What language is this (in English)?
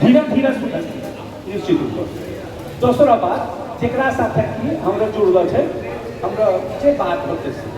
Angika